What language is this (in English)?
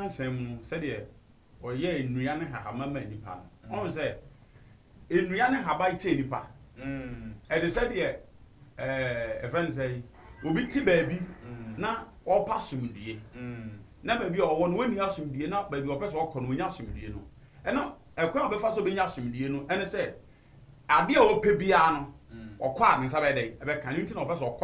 Akan